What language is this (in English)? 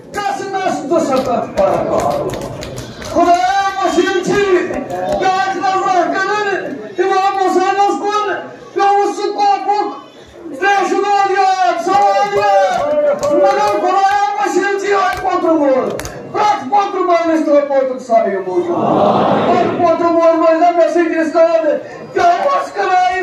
Kashmiri